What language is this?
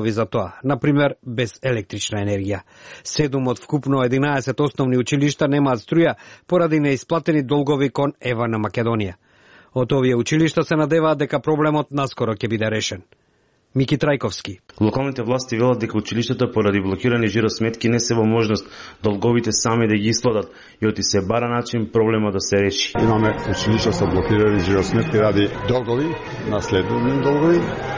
Macedonian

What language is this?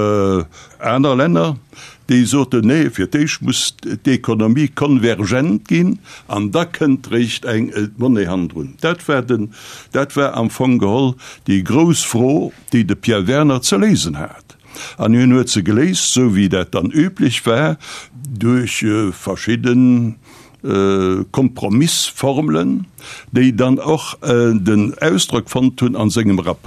Luxembourgish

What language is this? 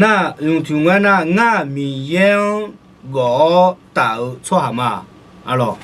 Akha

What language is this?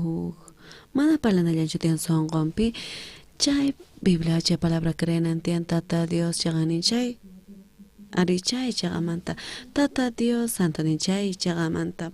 South Bolivian Quechua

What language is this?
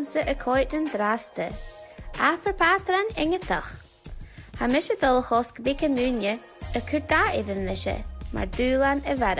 Scottish Gaelic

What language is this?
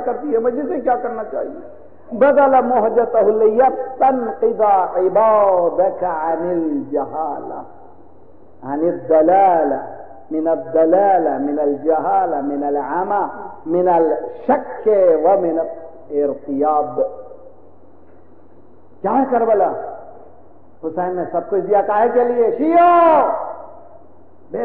Urdu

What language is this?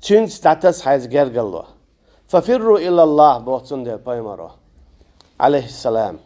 Chechen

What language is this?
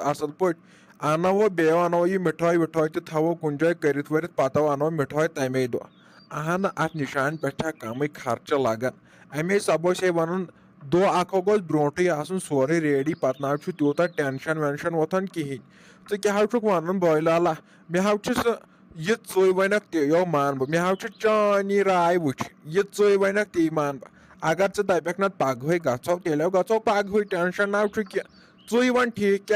Kashmiri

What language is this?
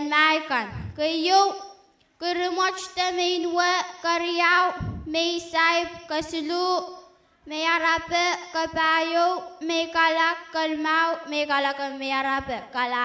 Pohnpeian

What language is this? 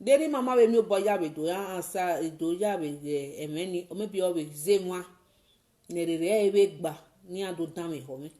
Nigerian Pidgin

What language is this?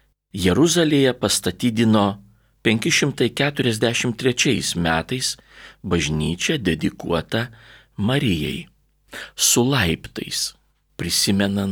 Lithuanian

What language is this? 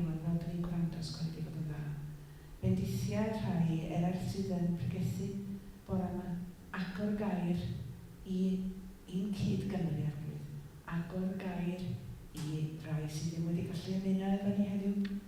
Welsh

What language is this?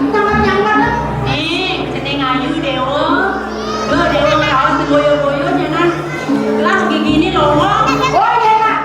Balinese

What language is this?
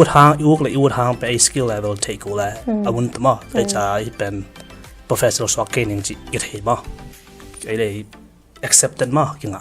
Tedim Chin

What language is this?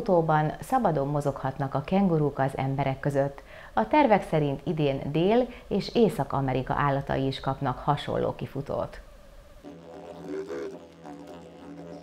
Hungarian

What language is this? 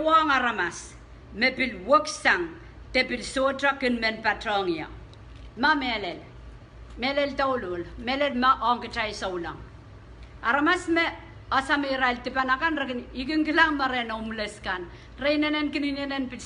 Pohnpeian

